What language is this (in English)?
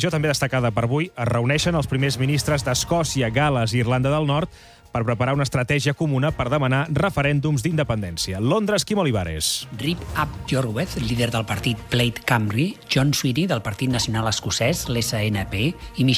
Catalan